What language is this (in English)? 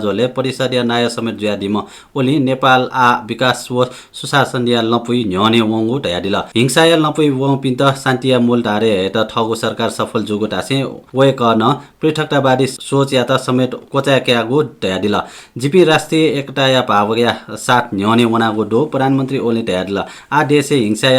Newari